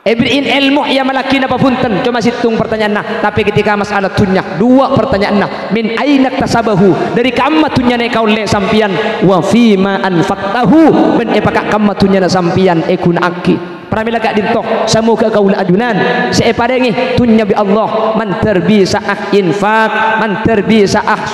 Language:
Madurese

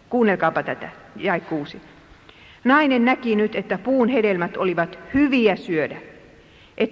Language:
Finnish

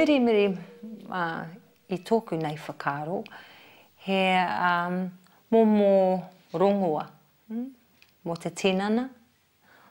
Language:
Māori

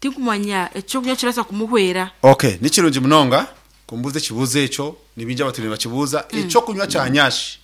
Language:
Nyankole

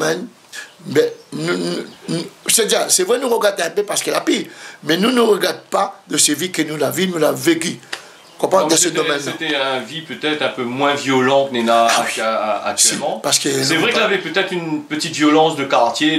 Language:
Réunion Creole French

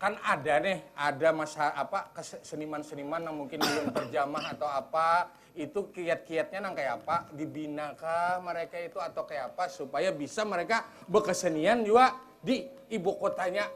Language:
Banjar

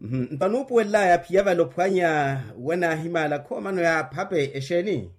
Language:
Makhuwa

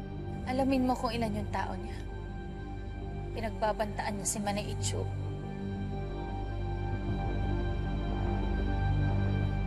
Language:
Filipino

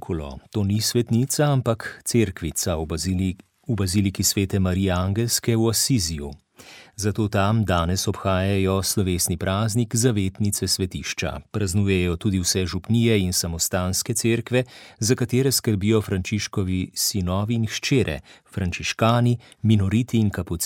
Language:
Slovenian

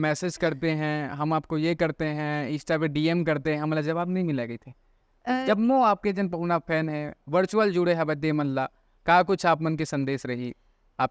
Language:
Chhattisgarhi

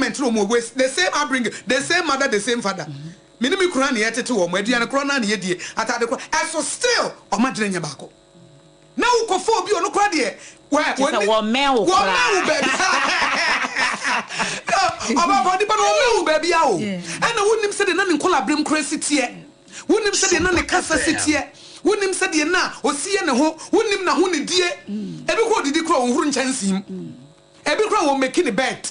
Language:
Akan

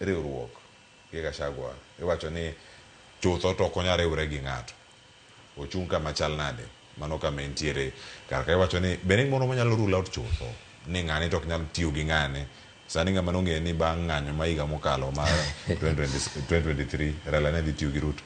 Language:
Luo (Kenya and Tanzania)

